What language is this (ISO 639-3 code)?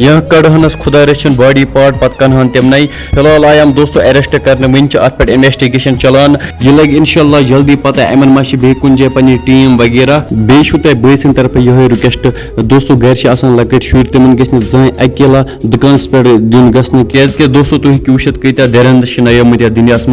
kas